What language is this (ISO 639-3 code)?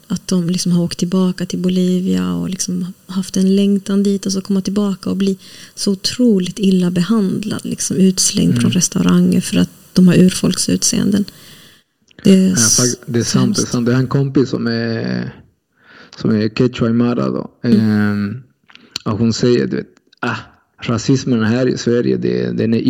swe